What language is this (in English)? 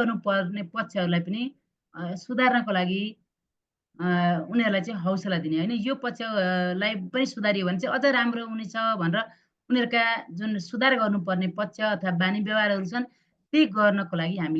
Nepali